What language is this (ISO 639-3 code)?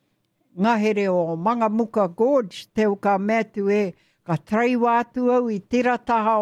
mri